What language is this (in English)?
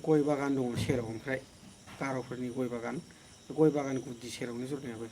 Bodo